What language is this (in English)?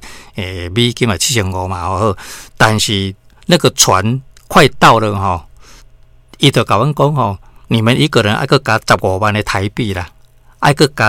Min Nan Chinese